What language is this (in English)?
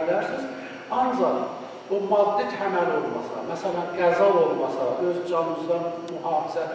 South Azerbaijani